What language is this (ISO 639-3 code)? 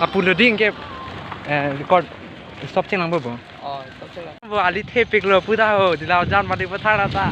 mjw